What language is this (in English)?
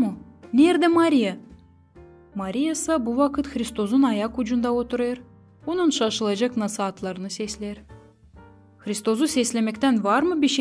Gagauz